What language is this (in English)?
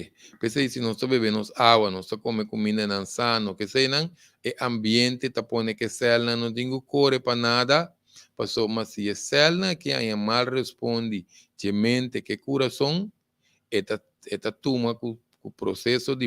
Papiamento